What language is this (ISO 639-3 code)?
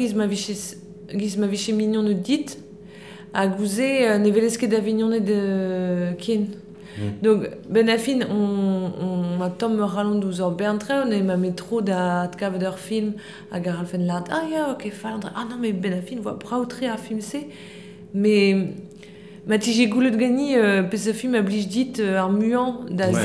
bre